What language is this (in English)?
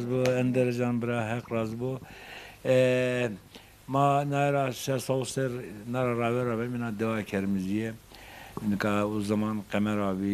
Zaza